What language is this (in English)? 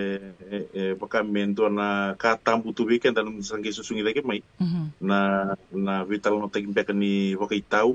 Fijian